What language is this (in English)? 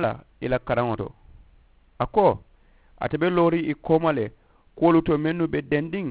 Mandingo